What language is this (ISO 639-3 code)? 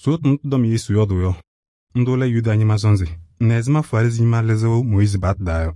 kbp